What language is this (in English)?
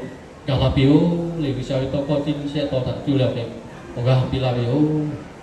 Lahu